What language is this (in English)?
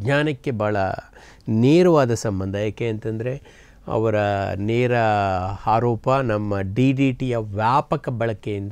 Kannada